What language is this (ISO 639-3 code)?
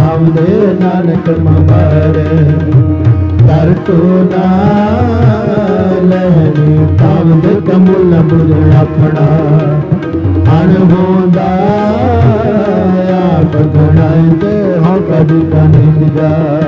pan